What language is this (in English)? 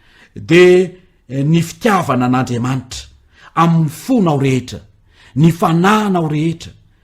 Malagasy